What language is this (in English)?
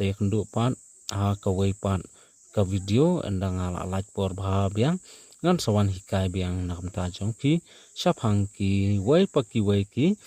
Khasi